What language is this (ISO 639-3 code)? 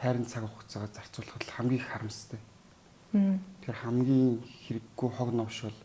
mon